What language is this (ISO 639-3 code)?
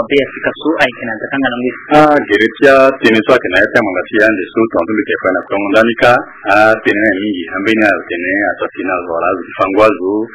sag